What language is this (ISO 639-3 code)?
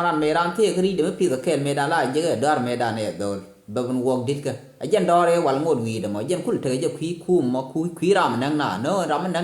nus